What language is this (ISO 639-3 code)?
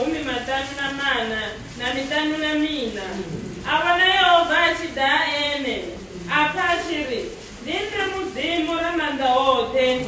ven